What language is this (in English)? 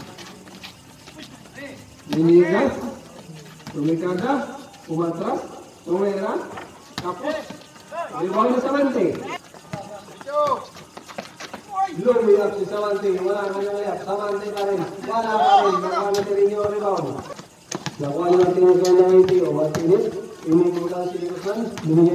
Filipino